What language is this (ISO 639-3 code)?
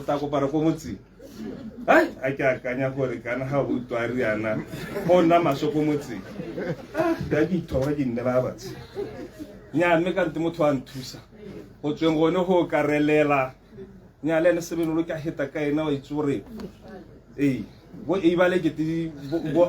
tsn